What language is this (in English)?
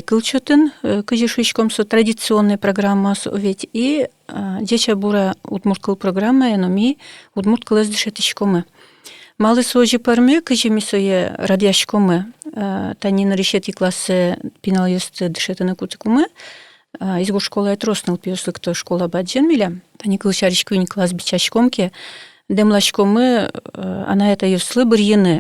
Udmurt